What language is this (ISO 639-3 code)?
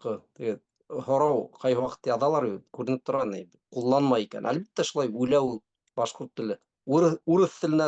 bak